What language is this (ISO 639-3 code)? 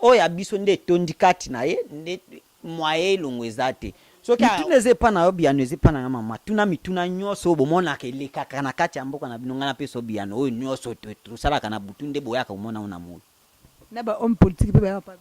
lin